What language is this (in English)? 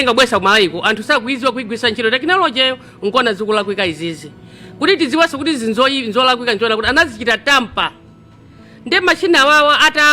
Nyanja